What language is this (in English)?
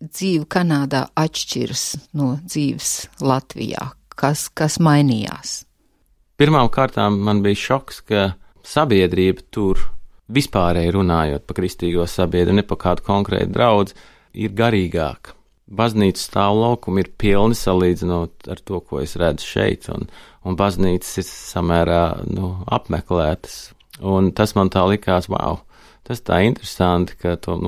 Latvian